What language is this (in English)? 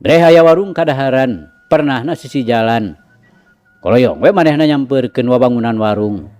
Sundanese